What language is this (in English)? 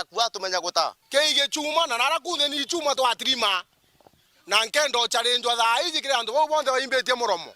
Meru